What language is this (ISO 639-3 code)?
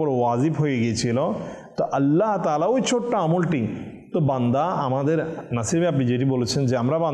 ben